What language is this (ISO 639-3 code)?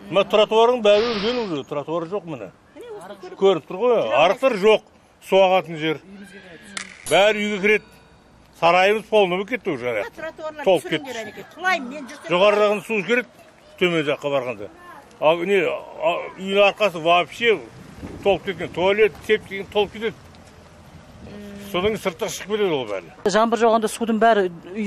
kaz